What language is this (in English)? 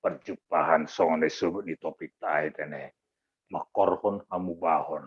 Batak Simalungun